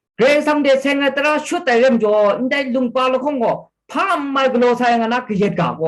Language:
Kachin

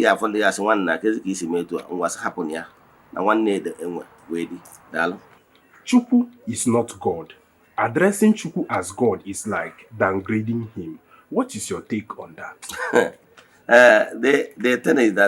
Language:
Igbo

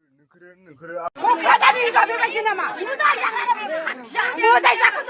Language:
Bodo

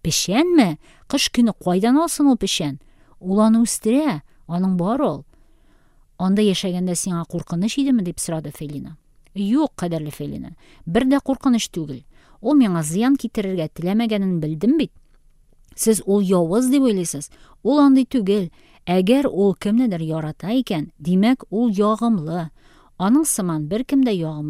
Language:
Tatar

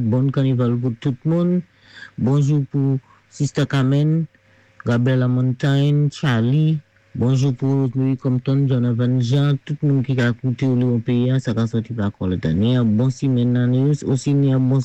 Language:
Saint Lucian Creole French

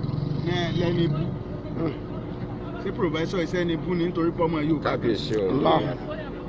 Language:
Yoruba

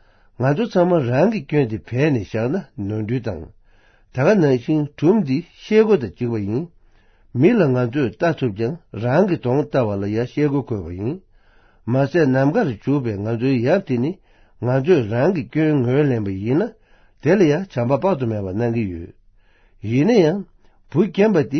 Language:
Tibetan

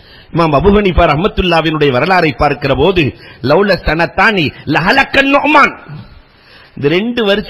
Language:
Tamil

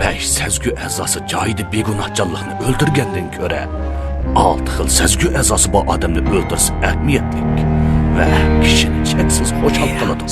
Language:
Uyghur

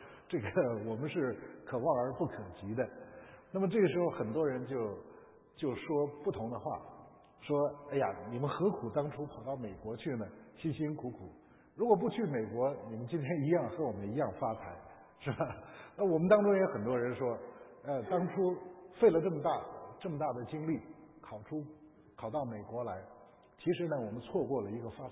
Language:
Chinese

